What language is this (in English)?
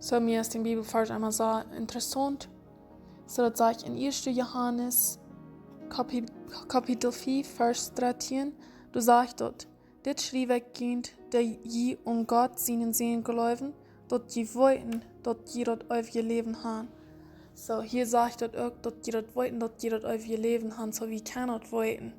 Plautdietsch